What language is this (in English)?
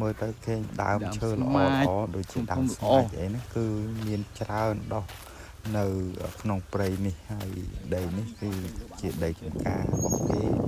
Khmer